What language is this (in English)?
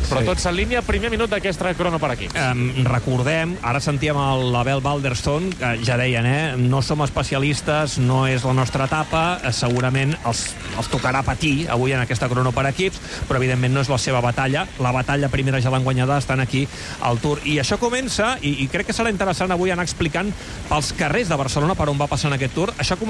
Catalan